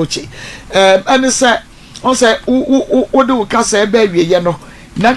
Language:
Akan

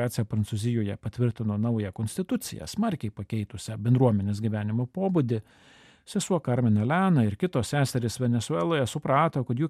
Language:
Lithuanian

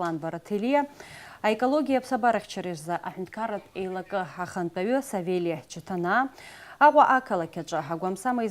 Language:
Abkhazian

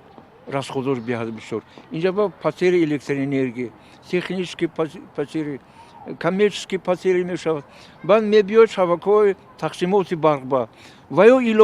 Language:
Tajik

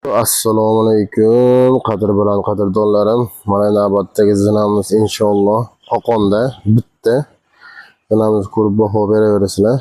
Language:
Uzbek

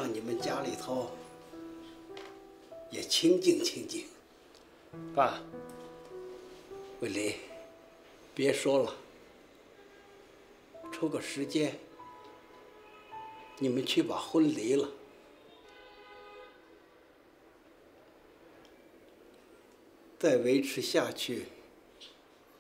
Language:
Chinese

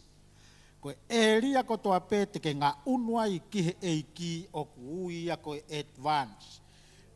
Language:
Tongan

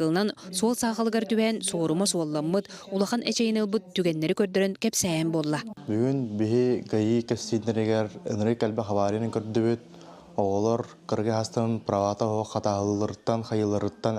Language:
Yakut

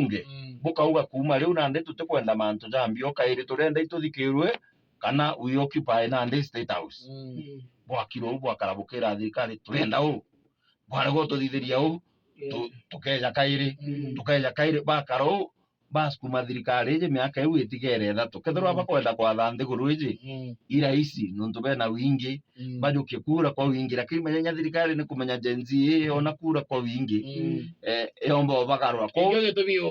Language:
Meru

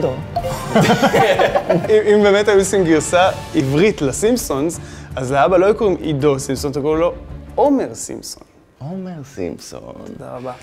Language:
Hebrew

